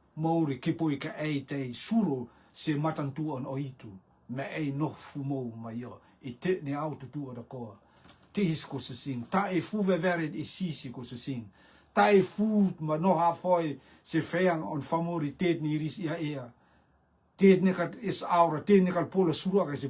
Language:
Rotuman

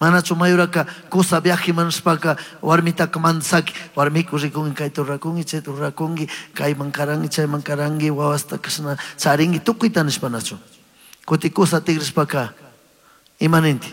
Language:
Chimborazo Highland Quichua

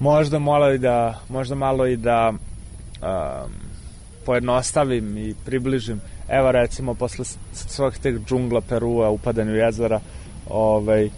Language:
Serbian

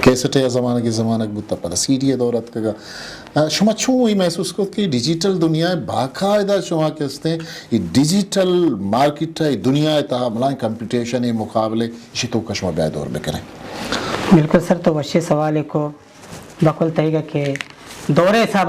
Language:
Eastern Balochi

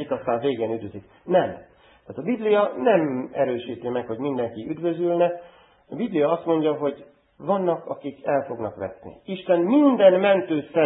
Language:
Hungarian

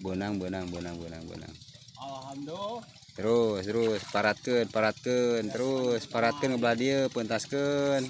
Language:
Sundanese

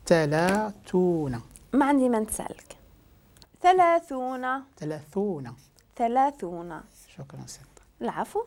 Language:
Moroccan Arabic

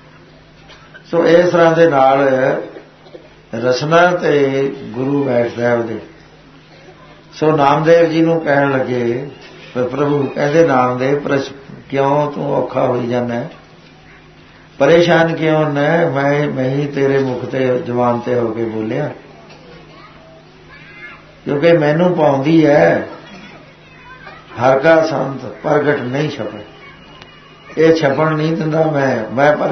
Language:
Punjabi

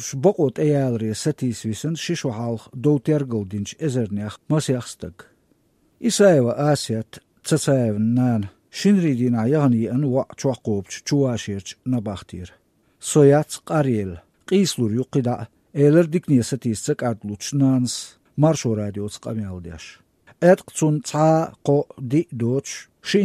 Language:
Chechen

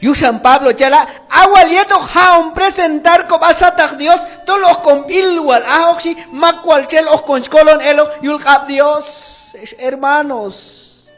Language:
Q'anjob'al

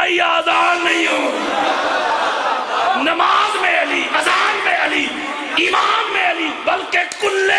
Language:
Urdu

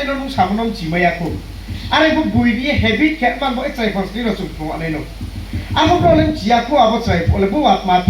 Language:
Riang (India)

